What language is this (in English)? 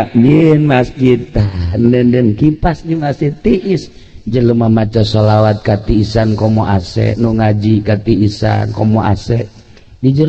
Sundanese